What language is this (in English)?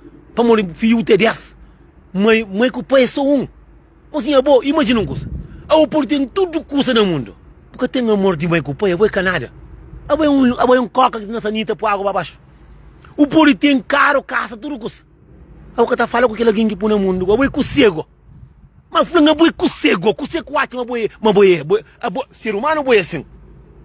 Kabuverdianu